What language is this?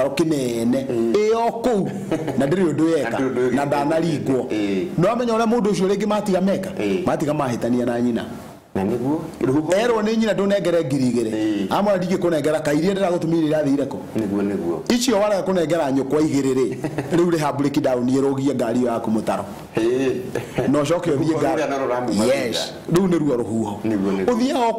Kikuyu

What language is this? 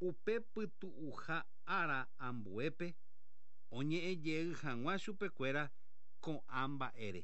Guarani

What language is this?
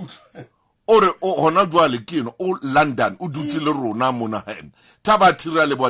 Southern Sotho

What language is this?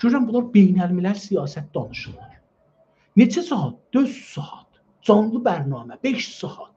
South Azerbaijani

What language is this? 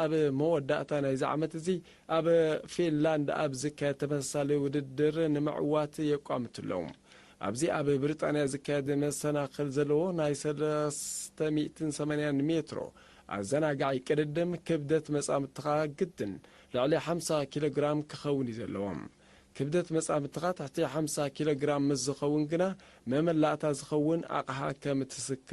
Tigrinya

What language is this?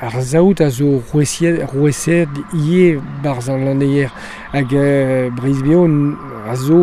Breton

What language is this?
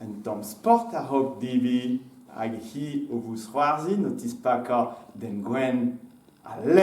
Breton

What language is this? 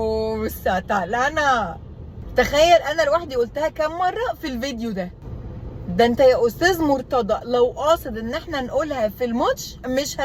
Egyptian Arabic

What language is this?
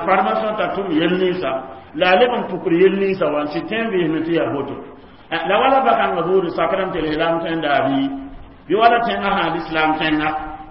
Mossi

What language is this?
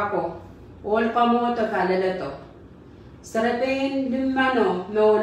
Pohnpeian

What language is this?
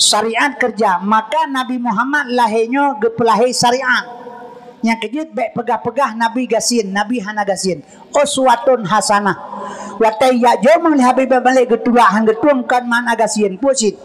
Achinese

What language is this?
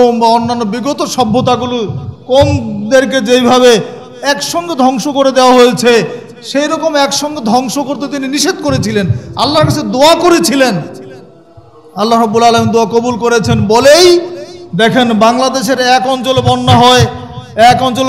Bangla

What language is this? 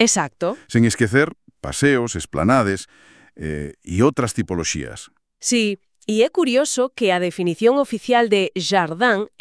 Galician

